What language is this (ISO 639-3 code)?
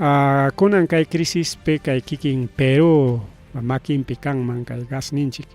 quy